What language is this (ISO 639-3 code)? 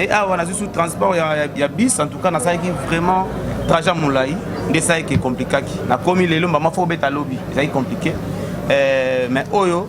lin